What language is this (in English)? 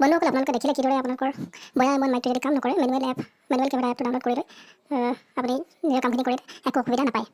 Assamese